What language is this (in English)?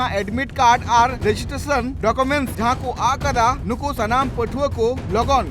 Santali